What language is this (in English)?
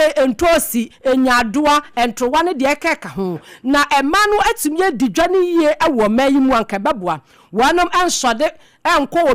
Akan